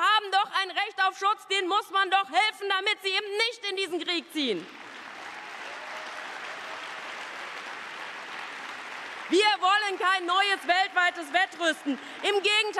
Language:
German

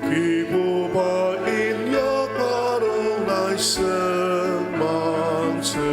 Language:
Ao Naga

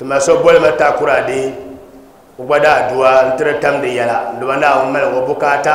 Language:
Dagbani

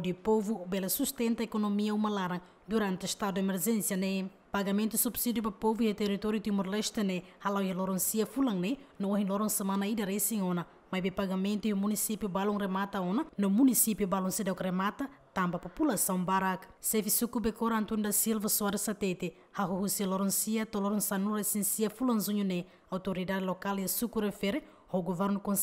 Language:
Tetum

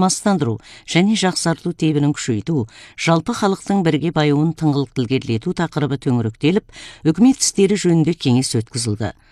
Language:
Kazakh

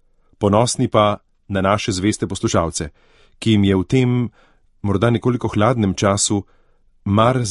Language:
Slovenian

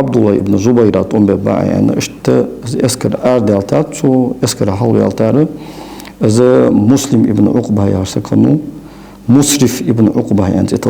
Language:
Ingush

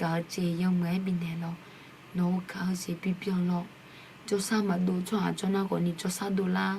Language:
Akha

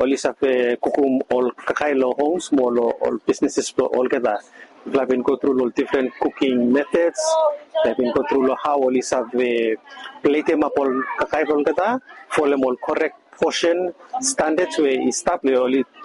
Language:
Bislama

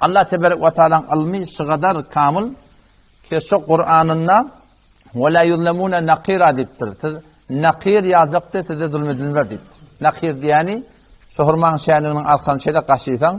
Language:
Turkmen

